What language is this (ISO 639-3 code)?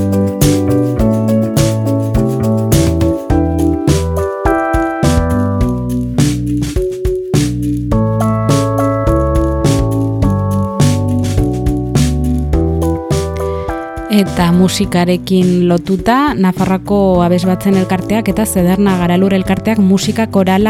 eus